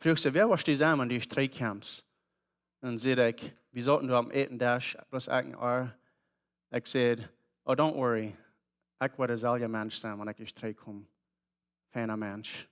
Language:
Plautdietsch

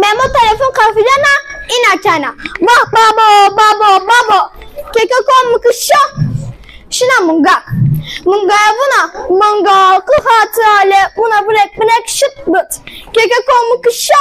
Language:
Zaza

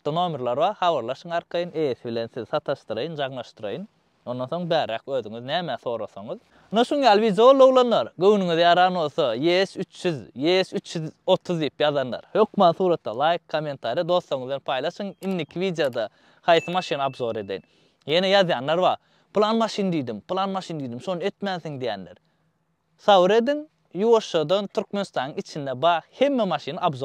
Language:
Turkmen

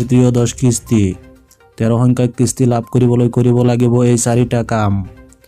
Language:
Assamese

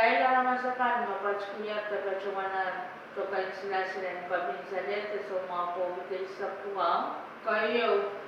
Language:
Pohnpeian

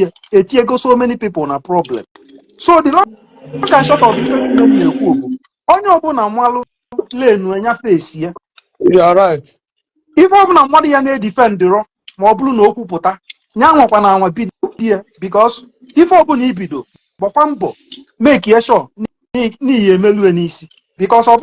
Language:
Igbo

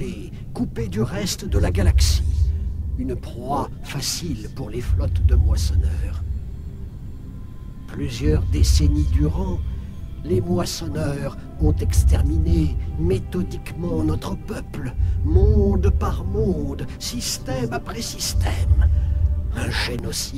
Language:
French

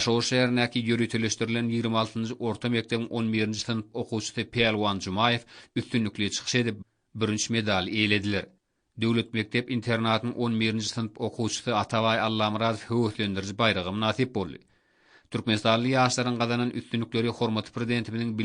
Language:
Turkmen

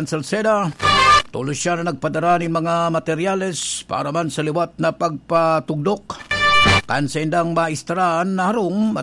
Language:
Bikol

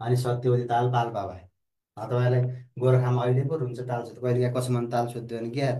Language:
Nepali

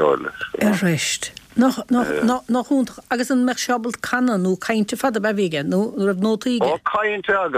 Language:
Irish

